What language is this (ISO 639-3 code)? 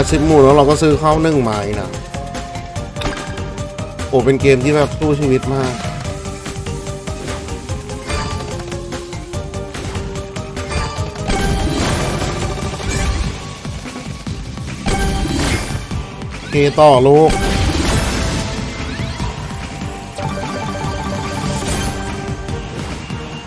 tha